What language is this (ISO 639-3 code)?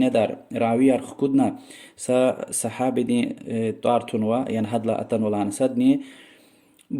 lez